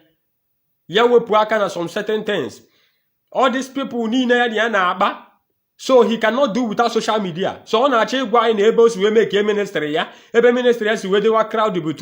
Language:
Igbo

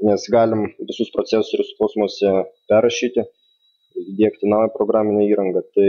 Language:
Lithuanian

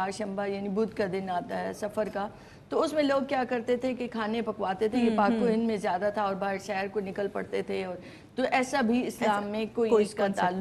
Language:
Urdu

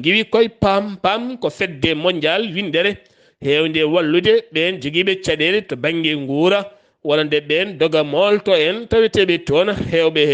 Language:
Fula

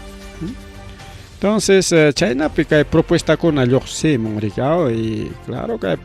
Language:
Ayacucho Quechua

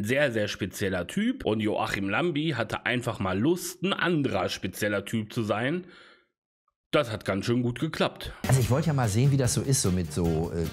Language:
German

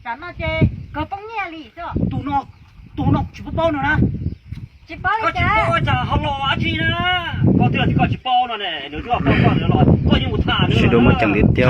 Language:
Hmong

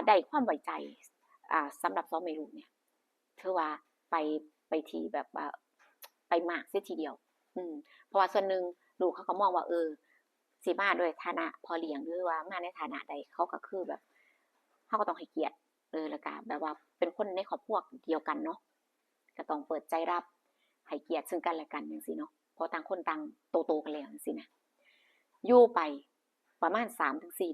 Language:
Northeastern Thai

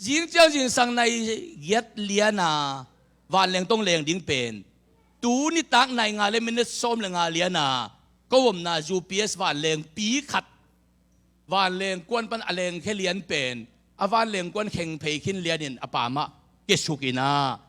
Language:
Tedim Chin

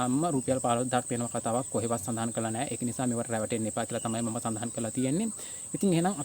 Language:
Sinhala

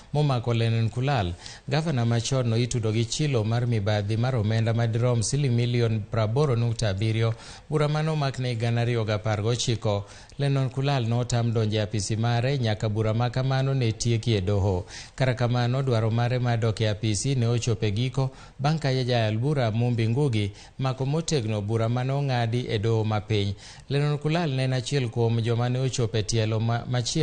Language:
Luo (Kenya and Tanzania)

